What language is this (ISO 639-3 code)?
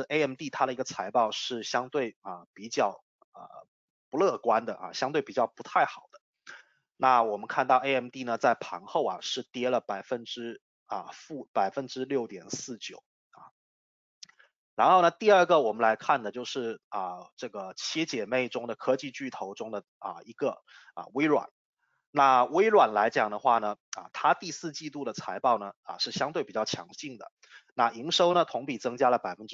zho